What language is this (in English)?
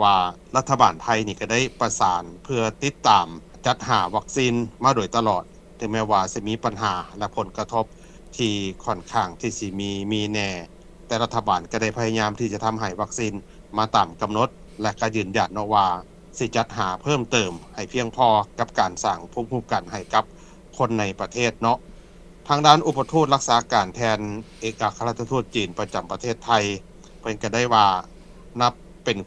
Lao